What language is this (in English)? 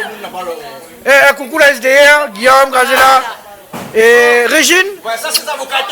Réunion Creole French